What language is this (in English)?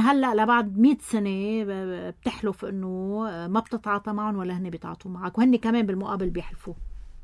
North Levantine Arabic